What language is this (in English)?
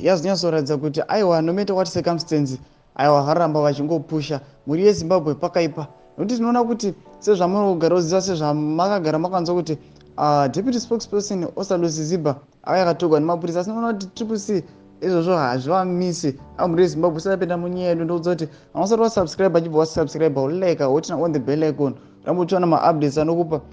Shona